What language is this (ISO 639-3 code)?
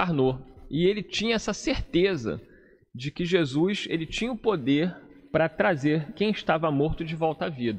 por